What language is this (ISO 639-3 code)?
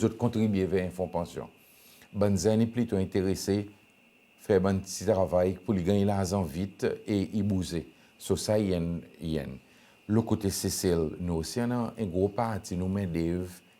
crs